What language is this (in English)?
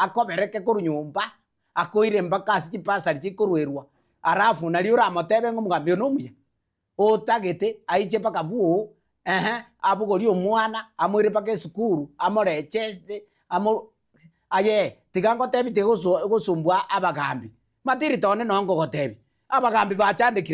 Gusii